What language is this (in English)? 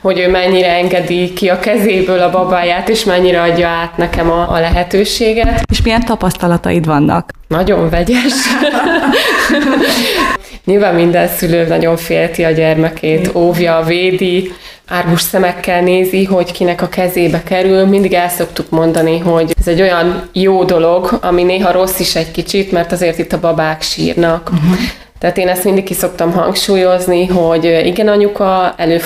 Hungarian